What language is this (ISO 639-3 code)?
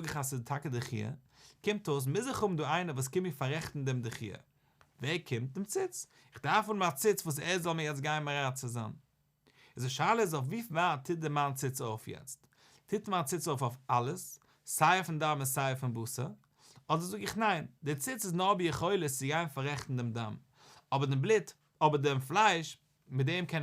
yid